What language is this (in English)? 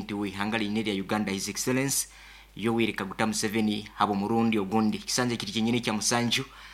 Nyoro